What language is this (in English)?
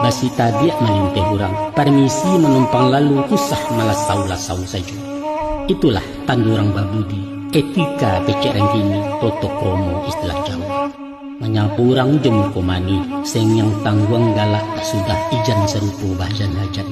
Minangkabau